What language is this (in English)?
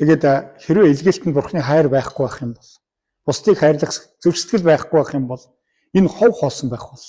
Mongolian